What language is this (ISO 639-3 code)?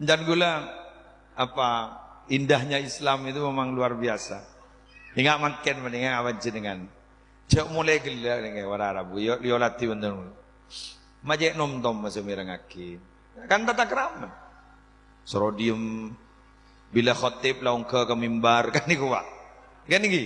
mad